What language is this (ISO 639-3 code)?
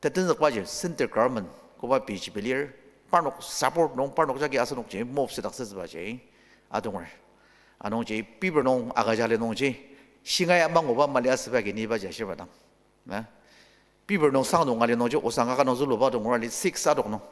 njo